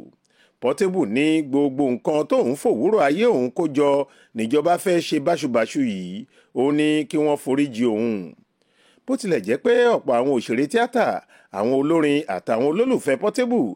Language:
Yoruba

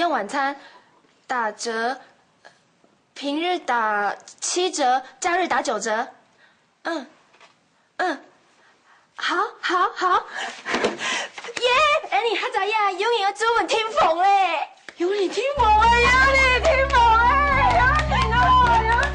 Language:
Hakka Chinese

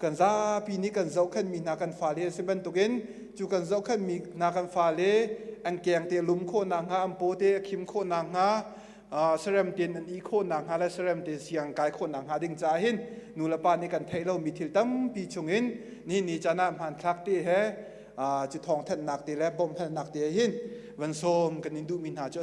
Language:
Hakha Chin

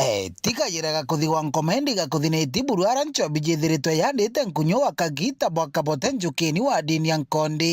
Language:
Meru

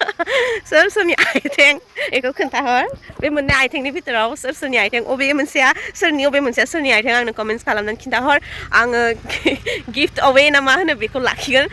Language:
Bodo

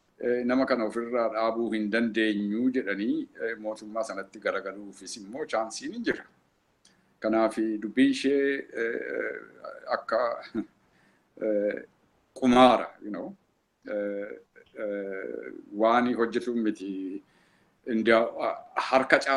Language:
Oromo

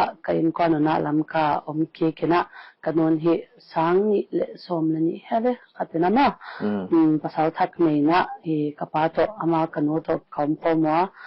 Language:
Paite Chin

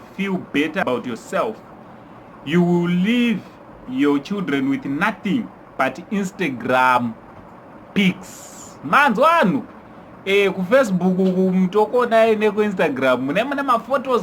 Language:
Shona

